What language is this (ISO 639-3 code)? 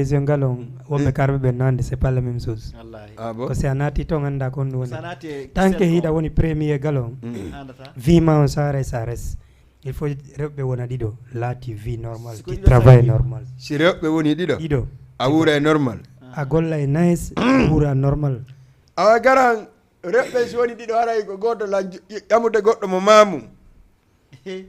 ful